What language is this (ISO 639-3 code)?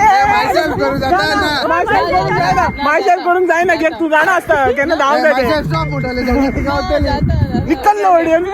kok